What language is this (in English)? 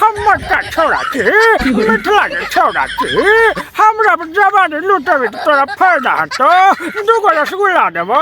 Maithili